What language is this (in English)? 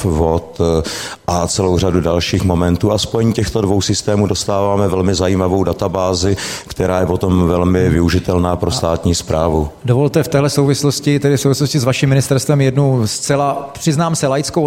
Czech